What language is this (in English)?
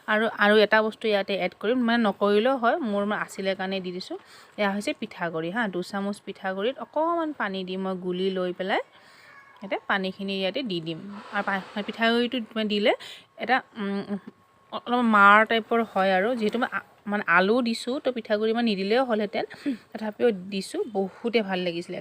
Assamese